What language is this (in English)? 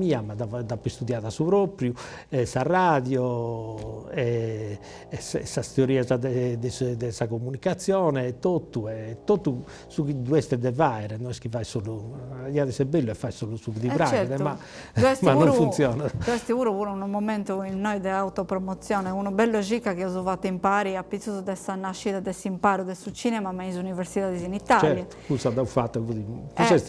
Sardinian